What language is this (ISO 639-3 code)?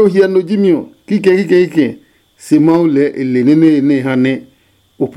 ada